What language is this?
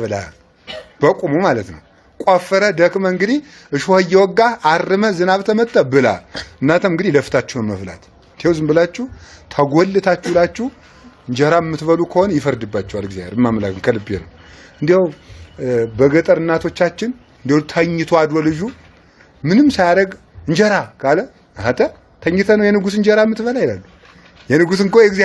Amharic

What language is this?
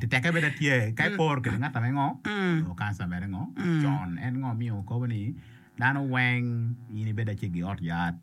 Acoli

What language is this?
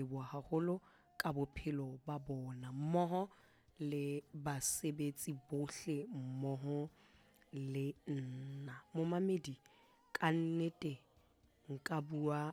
Southern Sotho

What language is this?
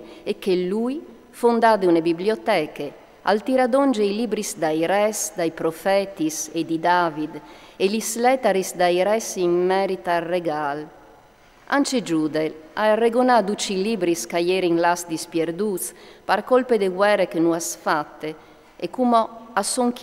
Friulian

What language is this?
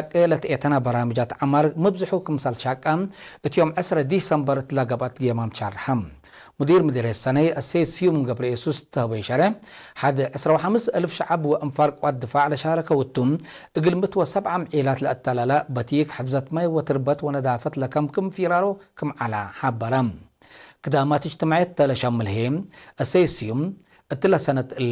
Tigre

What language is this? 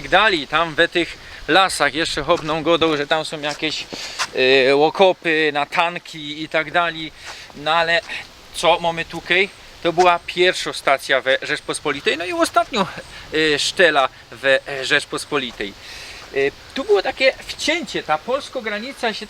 Silesian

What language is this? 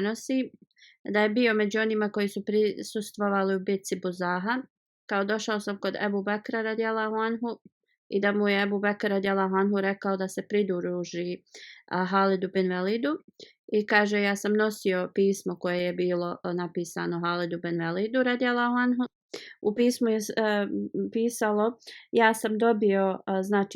Bosnian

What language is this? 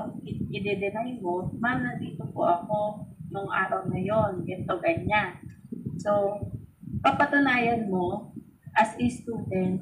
Filipino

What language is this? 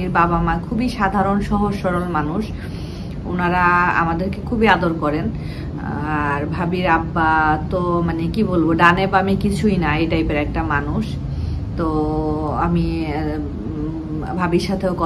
Bangla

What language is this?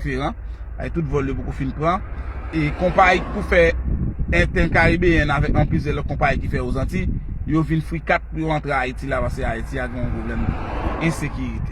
Haitian Creole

